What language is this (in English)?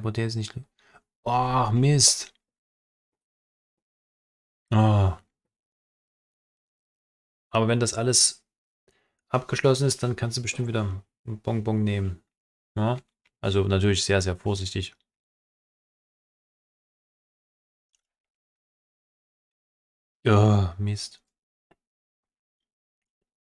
German